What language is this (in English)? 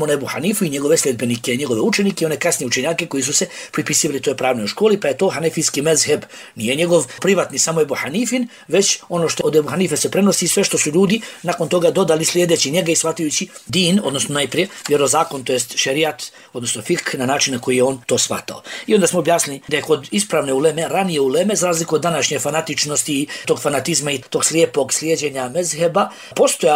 Bosnian